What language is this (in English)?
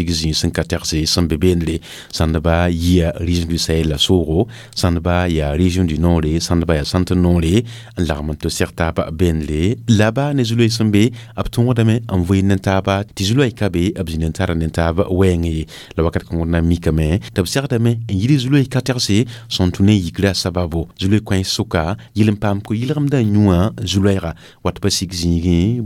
Mossi